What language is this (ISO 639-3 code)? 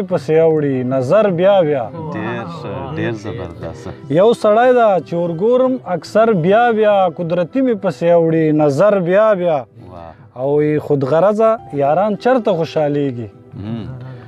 pus